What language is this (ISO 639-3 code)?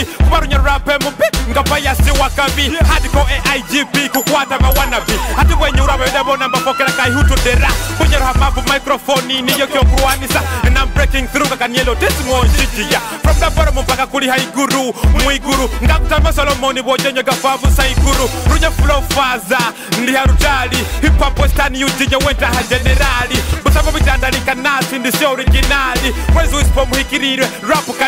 nyo